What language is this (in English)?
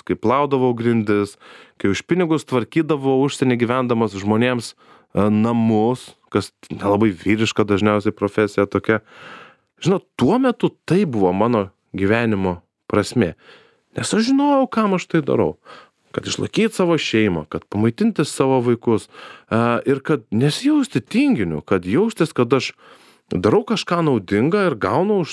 Lithuanian